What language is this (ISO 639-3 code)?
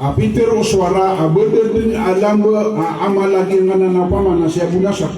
mrw